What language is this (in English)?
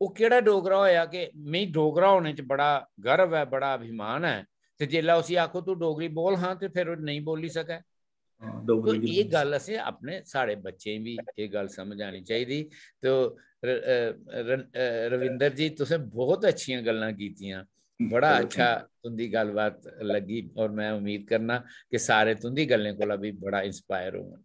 Dogri